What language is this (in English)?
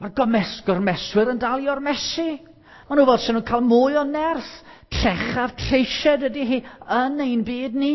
Welsh